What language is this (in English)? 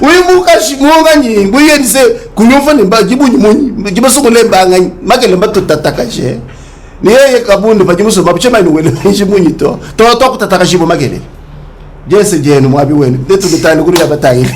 Luba-Lulua